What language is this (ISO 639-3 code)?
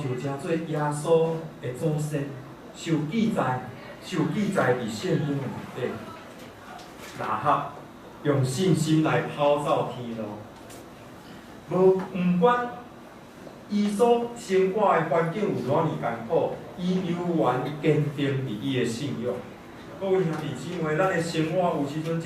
nan